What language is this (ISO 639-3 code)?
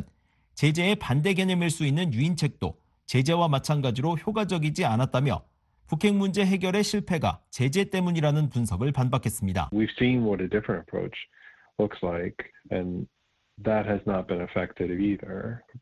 kor